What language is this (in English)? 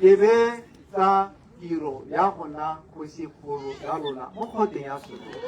Tswana